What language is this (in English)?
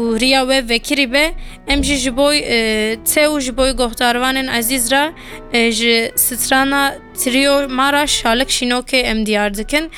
Kurdish